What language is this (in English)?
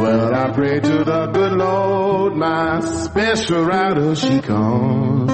Georgian